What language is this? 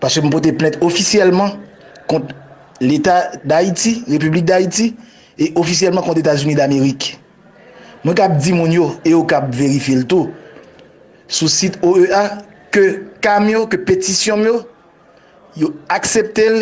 Haitian Creole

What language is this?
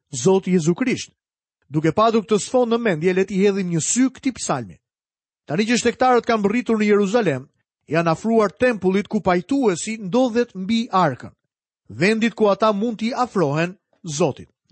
Albanian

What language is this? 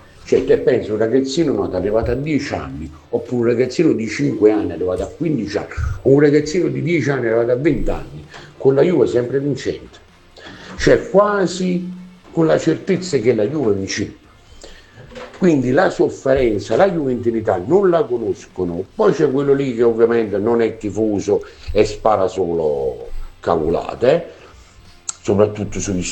Italian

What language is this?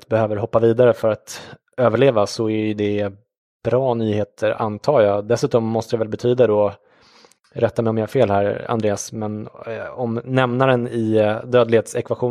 Swedish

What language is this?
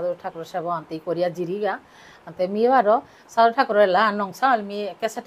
Bishnupriya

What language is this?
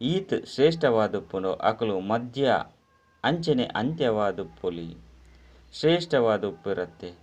Tulu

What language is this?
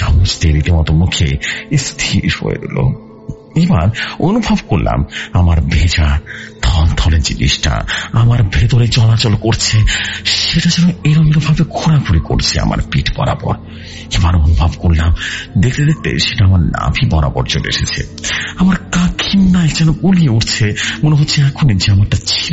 Bangla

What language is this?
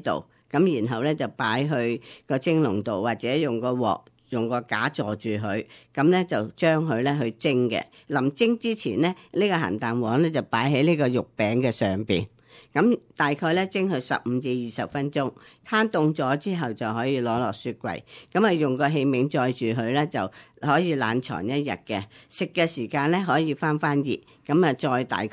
Cantonese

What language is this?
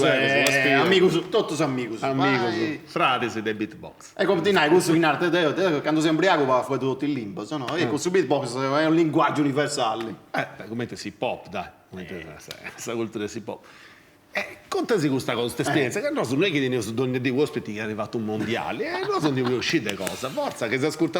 Sardinian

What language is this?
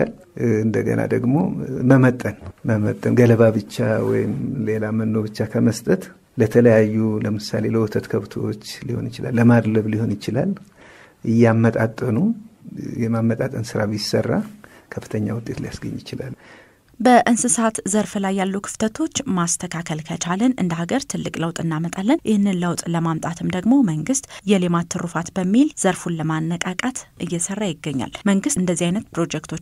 Amharic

